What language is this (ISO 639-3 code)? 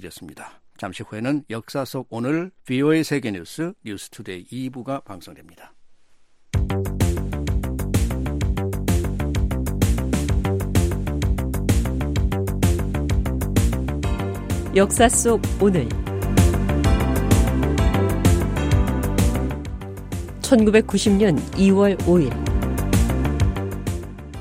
kor